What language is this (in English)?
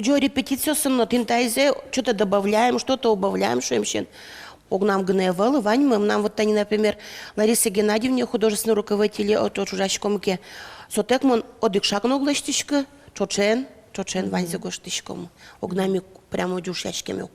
Udmurt